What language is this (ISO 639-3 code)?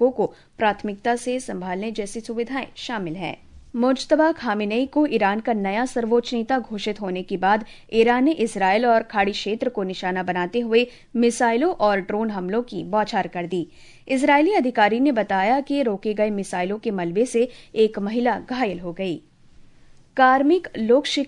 hin